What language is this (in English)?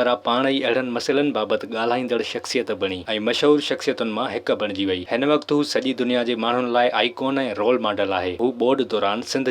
Sindhi